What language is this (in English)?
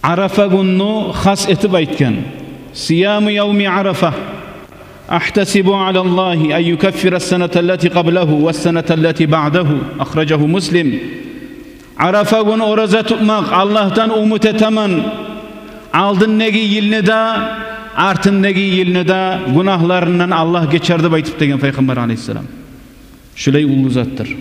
Kumyk